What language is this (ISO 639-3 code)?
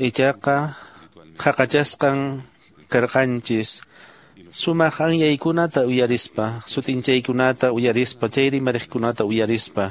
que